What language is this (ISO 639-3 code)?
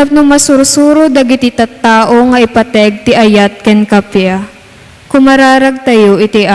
ilo